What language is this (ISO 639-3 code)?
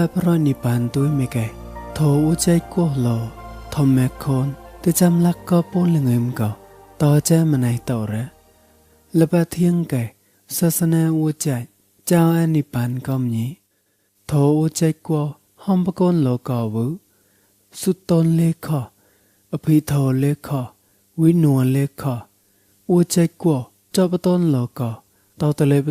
mnw